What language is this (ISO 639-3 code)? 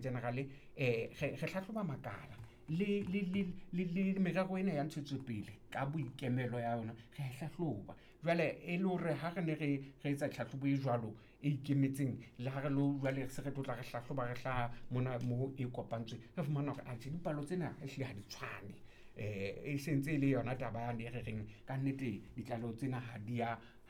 sot